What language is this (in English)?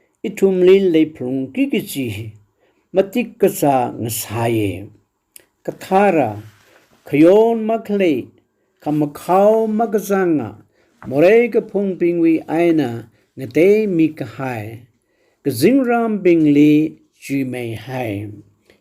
Tangkhul Naga (India)